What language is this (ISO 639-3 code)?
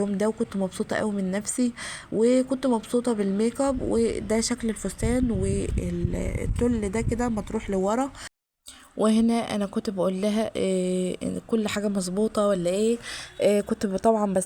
arz